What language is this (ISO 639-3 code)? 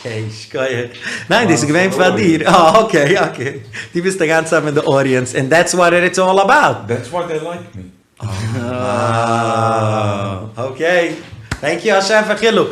yid